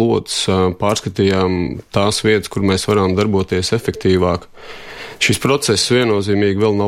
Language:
Latvian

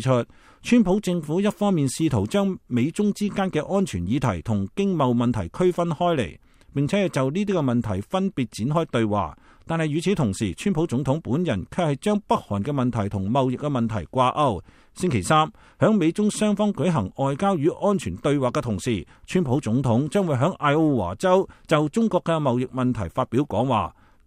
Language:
Cantonese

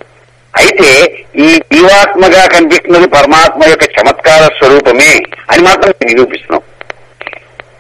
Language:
Telugu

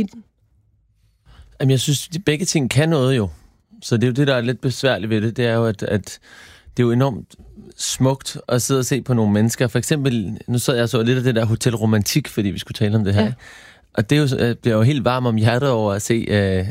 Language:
Danish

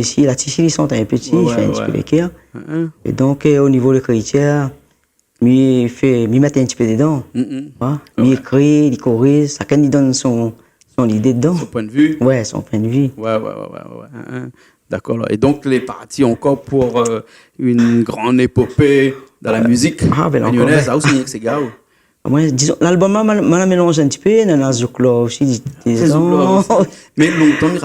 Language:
Réunion Creole French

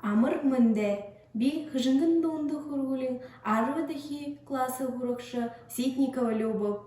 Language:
Buriat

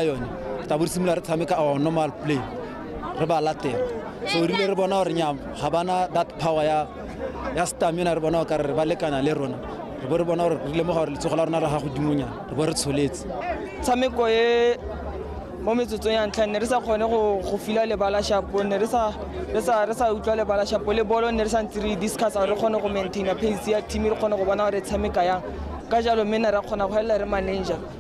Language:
Tswana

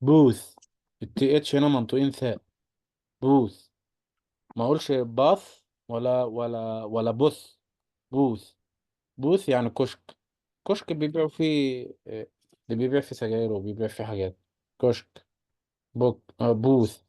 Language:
Egyptian Arabic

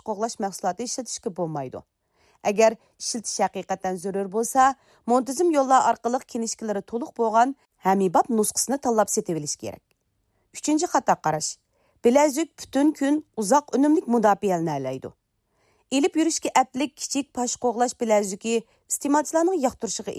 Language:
Uyghur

